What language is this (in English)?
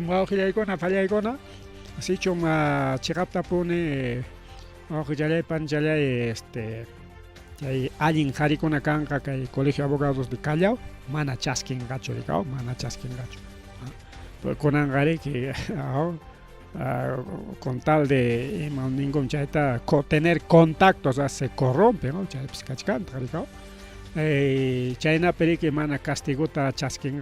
Ayacucho Quechua